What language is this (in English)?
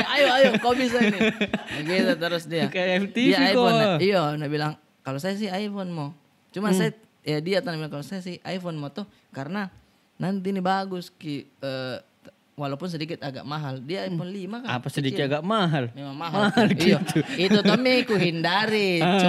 Makassar Malay